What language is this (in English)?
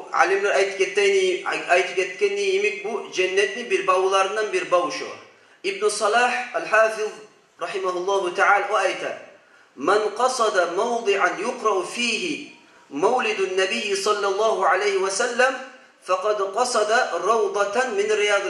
Kumyk